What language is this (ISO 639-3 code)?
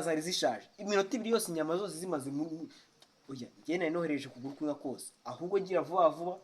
kin